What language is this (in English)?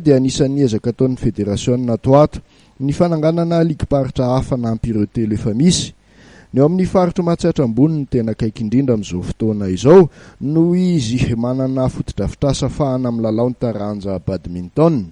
Malagasy